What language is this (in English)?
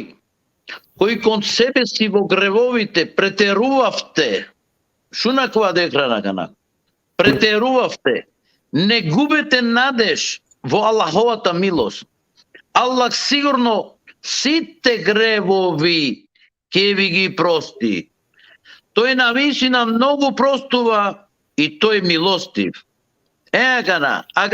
Balkan Romani